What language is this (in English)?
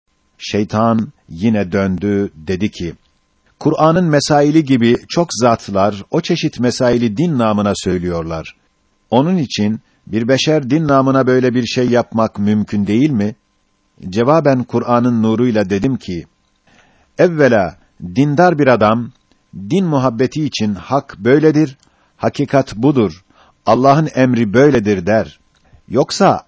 Turkish